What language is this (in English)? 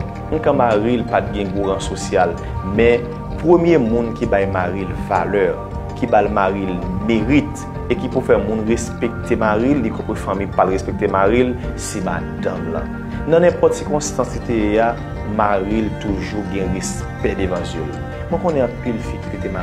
Haitian Creole